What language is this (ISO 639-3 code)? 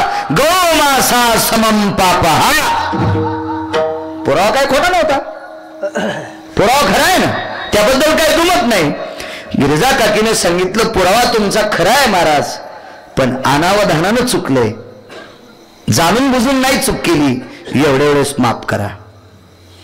mar